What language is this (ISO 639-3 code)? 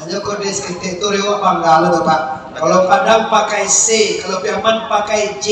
min